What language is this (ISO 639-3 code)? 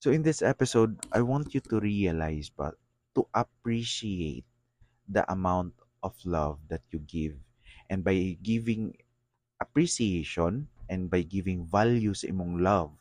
ceb